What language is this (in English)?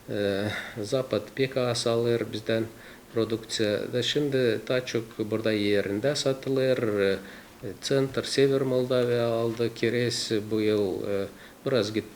Gagauz